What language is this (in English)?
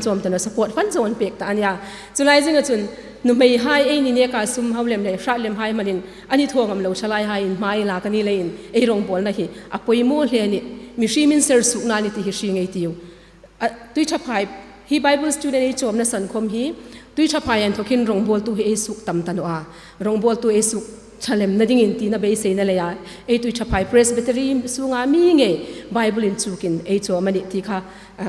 Hmar